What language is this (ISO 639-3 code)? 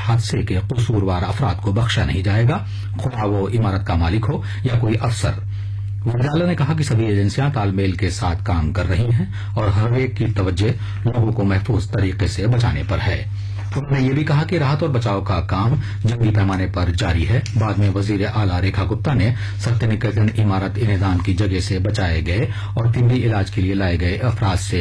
urd